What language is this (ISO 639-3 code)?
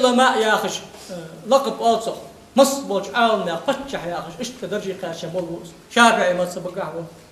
inh